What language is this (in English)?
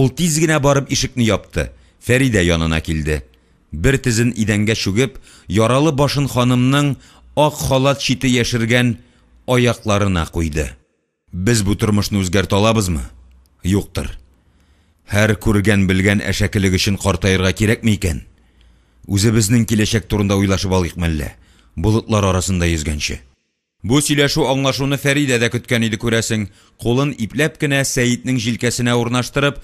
Tatar